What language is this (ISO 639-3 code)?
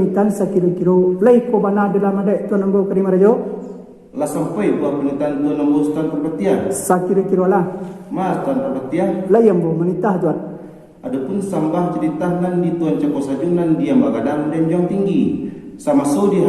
min